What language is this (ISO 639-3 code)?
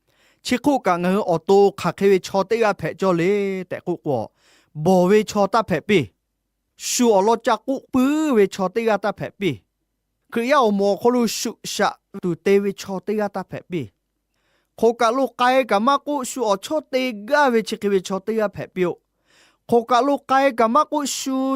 lhu